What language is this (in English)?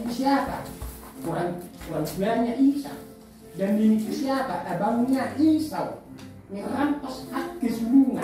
Indonesian